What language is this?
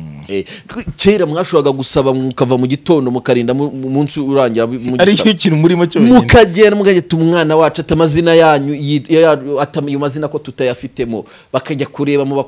Kinyarwanda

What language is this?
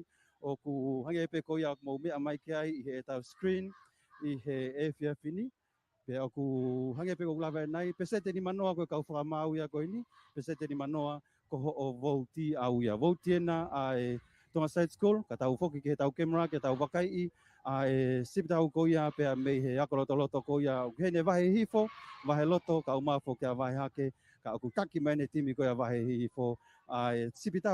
Tongan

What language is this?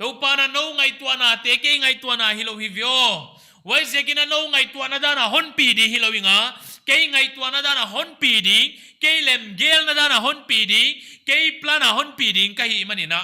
Paite Chin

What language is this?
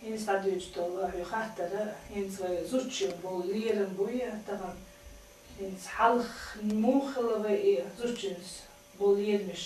Chechen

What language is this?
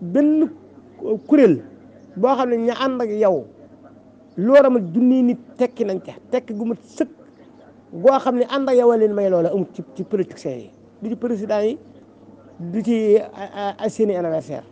Wolof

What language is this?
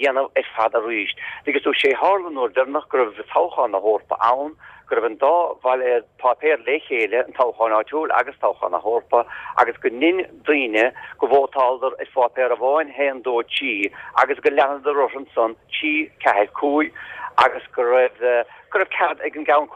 Irish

